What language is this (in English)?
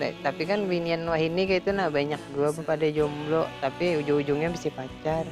Banjar